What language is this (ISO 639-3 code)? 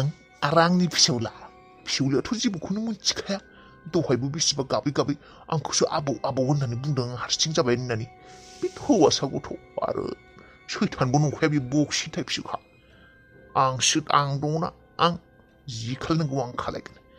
brx